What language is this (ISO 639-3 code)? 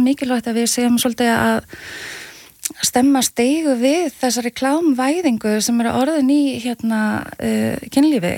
isl